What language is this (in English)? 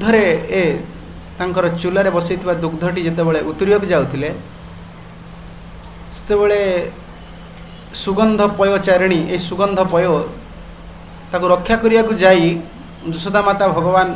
Odia